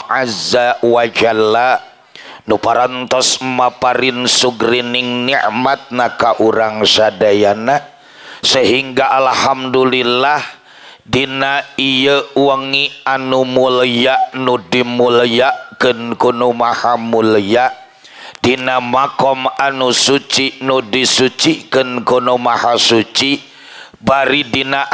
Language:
Sundanese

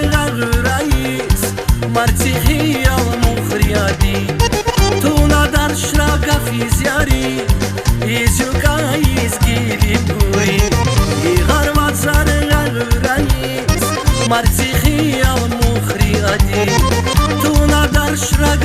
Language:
Tabassaran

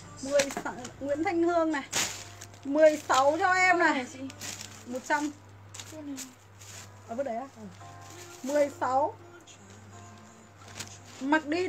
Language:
Vietnamese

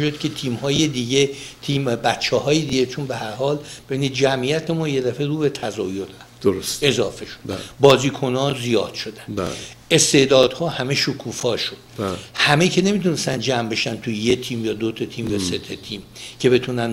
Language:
Persian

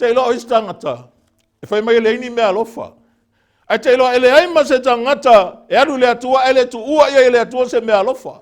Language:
Samoan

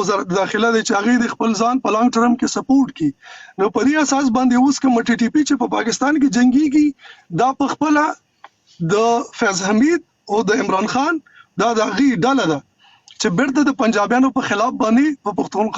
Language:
Pashto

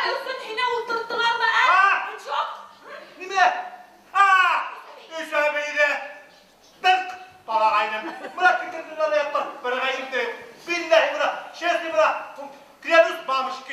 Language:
Bashkir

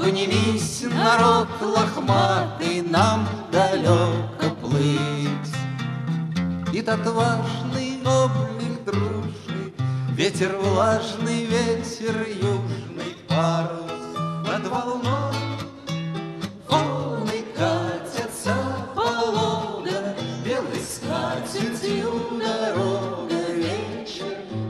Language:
Russian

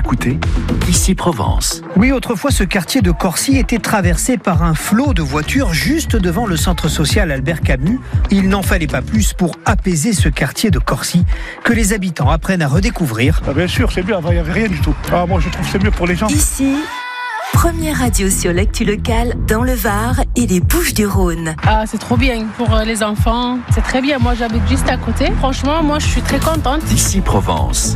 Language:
French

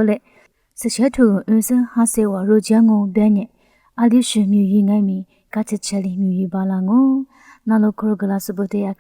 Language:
Lisu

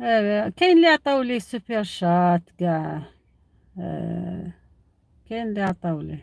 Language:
Algerian Arabic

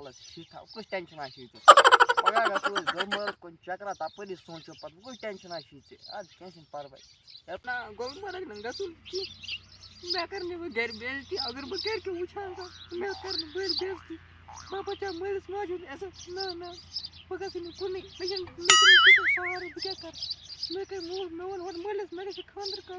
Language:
Kashmiri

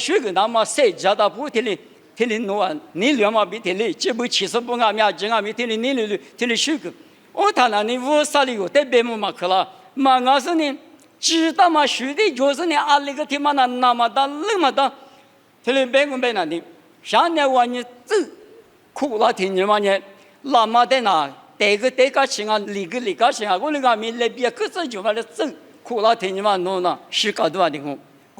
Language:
Lisu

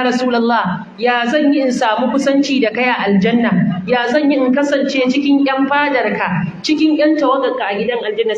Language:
Hausa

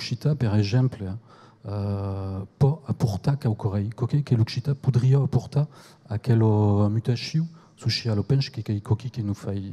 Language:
Occitan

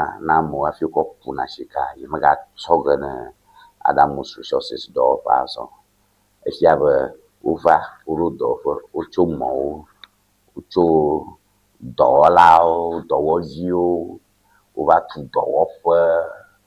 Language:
Ewe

